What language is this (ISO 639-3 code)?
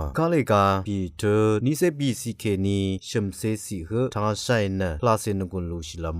raw